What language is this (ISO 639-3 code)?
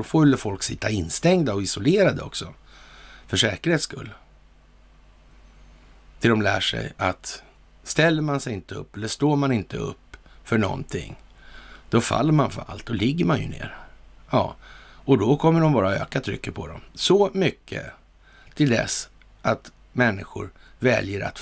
swe